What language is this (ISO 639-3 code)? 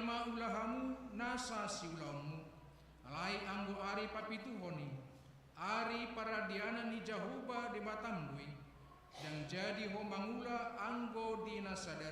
bbc